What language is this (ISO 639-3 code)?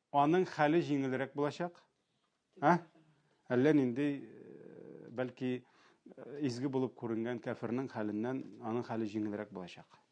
tat